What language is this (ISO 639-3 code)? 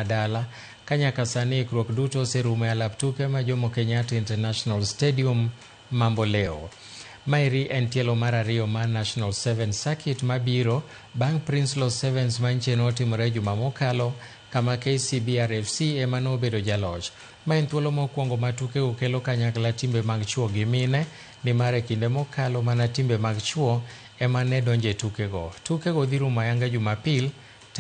luo